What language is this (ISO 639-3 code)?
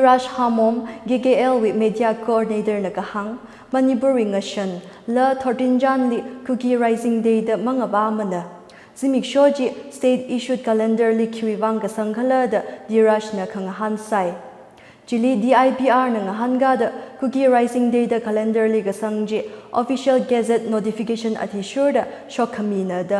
nmf